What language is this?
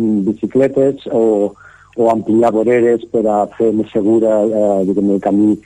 Catalan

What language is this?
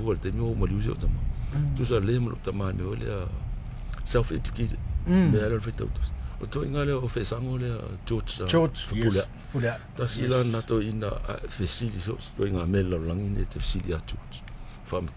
Samoan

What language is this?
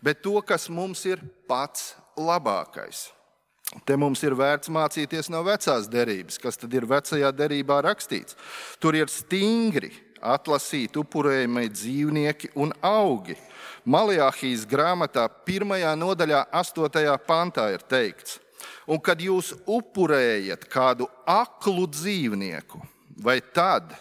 Latvian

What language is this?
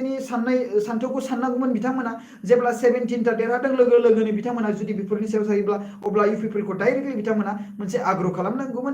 Bodo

